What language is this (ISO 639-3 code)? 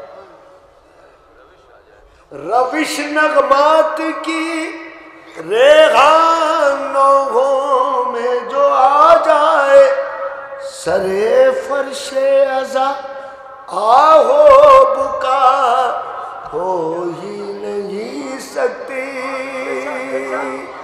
urd